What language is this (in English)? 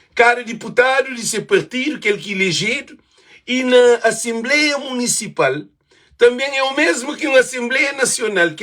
Kabuverdianu